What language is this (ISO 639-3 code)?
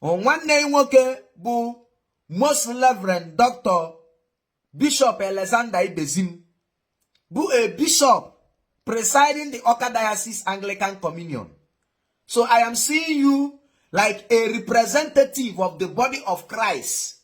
ibo